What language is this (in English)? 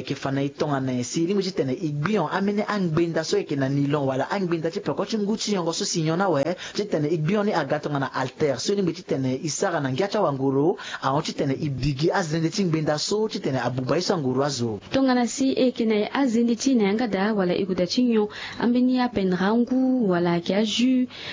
Sango